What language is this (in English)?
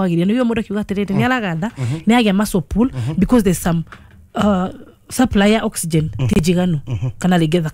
Kikuyu